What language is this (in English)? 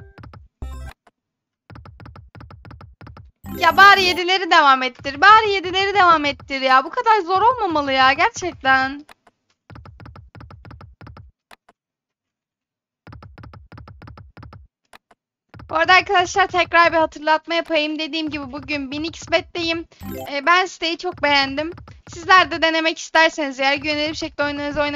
Turkish